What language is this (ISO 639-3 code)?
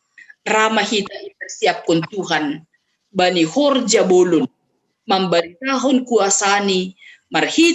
bts